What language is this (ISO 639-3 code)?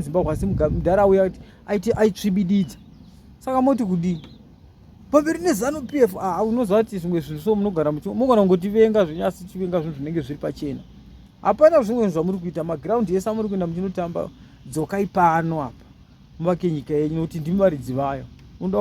sna